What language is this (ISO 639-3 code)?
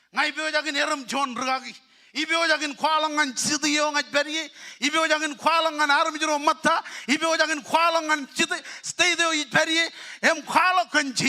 mah